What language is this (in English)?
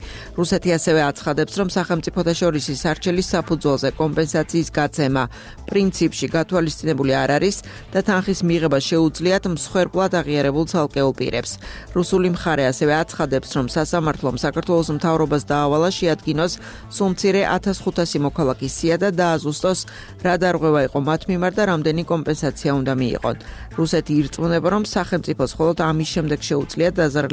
Georgian